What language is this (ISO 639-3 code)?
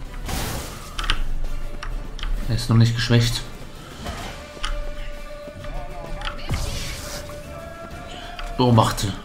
deu